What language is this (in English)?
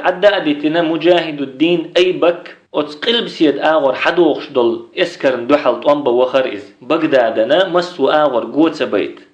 Chechen